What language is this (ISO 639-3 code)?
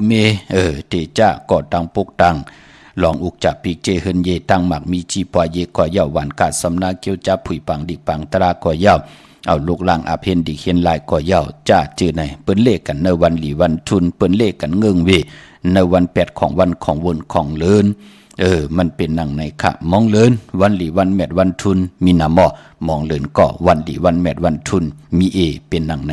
shn